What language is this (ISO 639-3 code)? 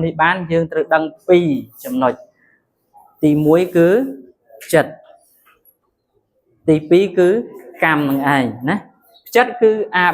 khm